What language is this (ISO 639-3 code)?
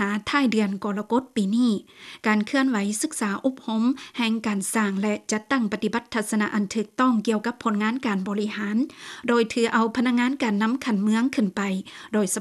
lao